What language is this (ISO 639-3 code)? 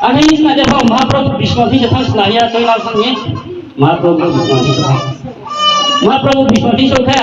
ria